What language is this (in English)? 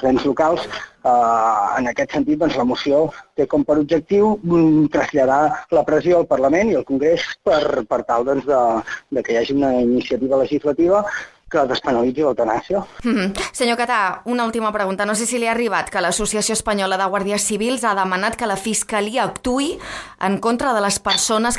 Catalan